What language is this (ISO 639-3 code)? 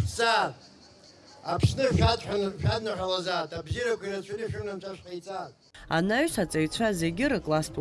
abk